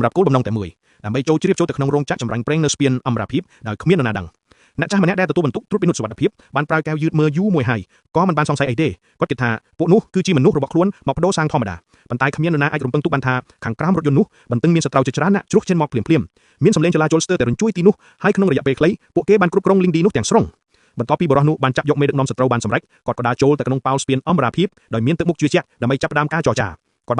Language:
Khmer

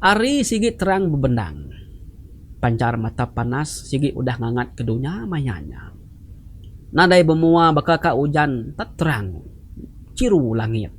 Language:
Iban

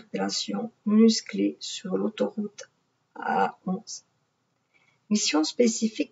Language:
French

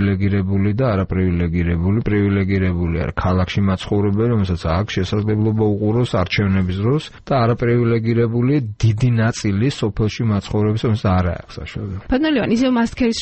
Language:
Georgian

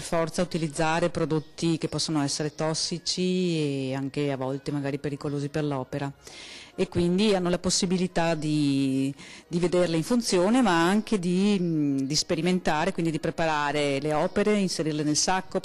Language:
Italian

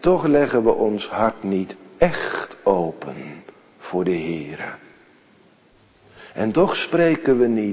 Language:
Dutch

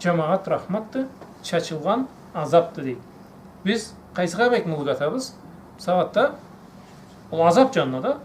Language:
Karachay-Balkar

